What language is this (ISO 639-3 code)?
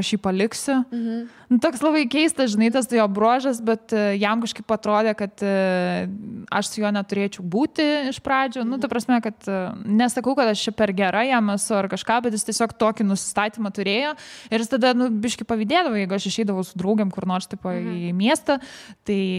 lit